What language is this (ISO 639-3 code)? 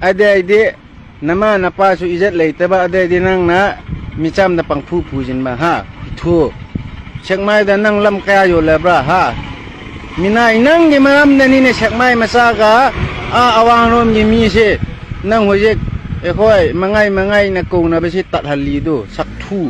mni